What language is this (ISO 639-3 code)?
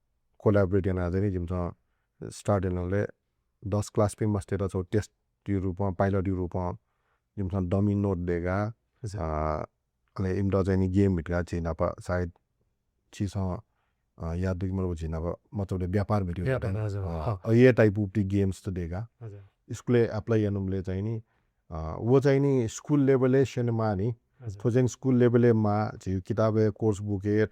new